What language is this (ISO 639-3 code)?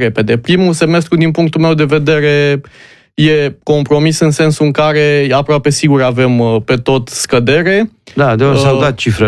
ron